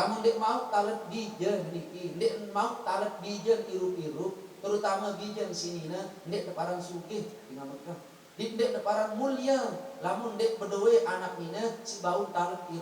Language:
Sasak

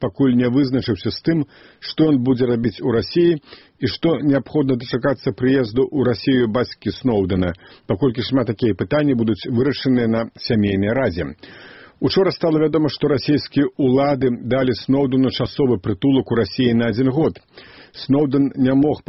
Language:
Belarusian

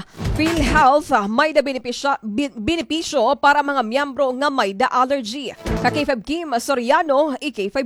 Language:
Waray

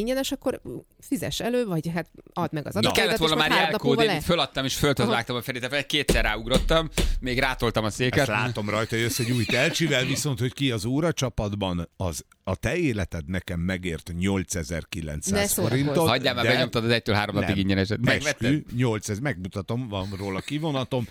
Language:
Hungarian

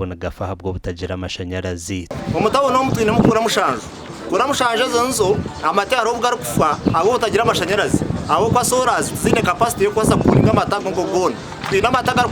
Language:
Nyankole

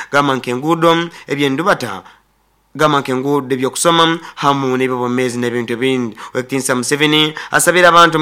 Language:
Nyoro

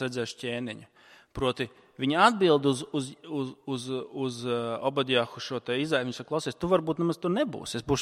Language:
Latvian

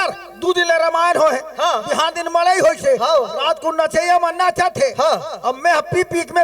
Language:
Chhattisgarhi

